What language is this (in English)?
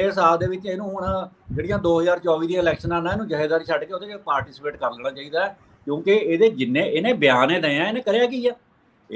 Punjabi